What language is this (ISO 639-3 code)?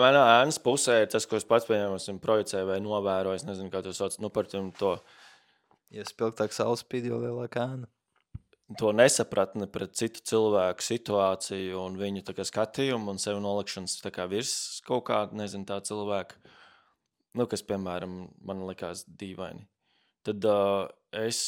lav